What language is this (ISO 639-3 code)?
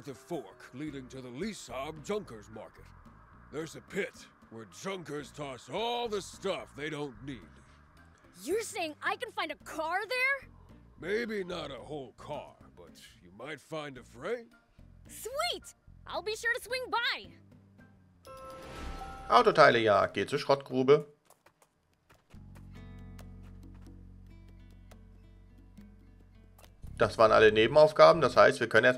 deu